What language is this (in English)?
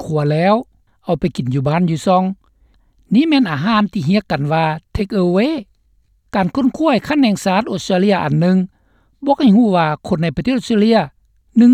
Lao